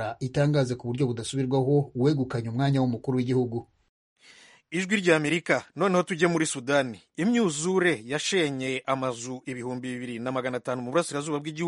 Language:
Kinyarwanda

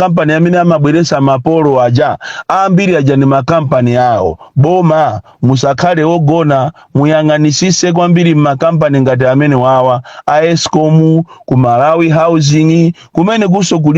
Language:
Nyanja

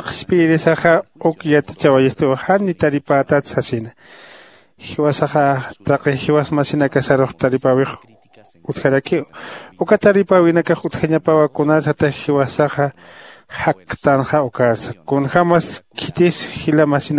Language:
Aymara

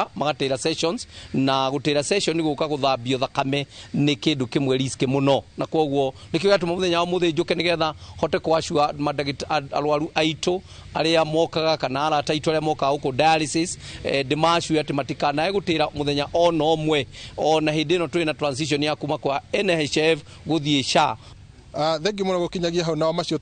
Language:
Kikuyu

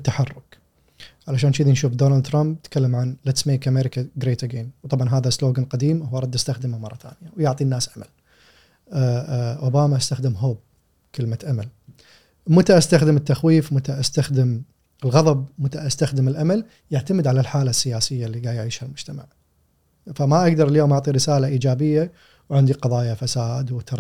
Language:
Gulf Arabic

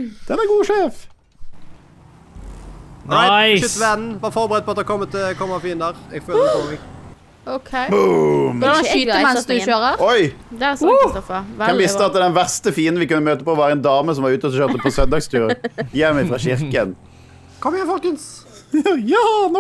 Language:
Norwegian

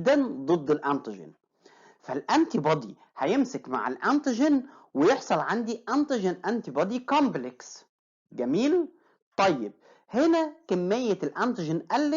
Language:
Egyptian Arabic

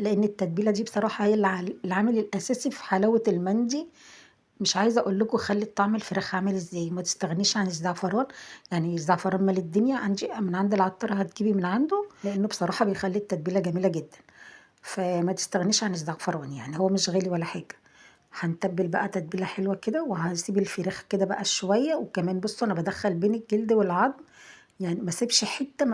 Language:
Egyptian Arabic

